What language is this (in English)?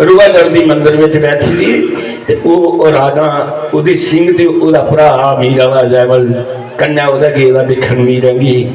Dogri